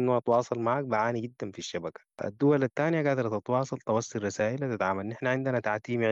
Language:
Sudanese Arabic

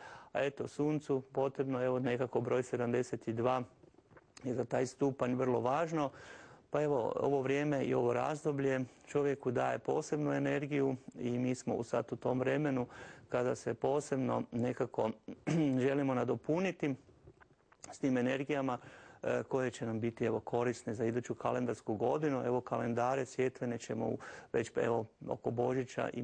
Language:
Croatian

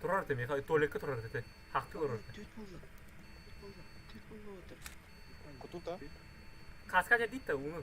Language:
Yakut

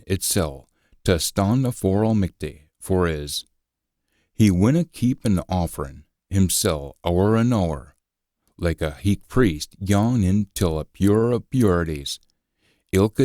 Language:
Scots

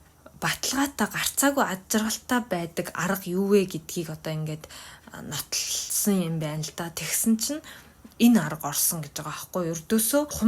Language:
Mongolian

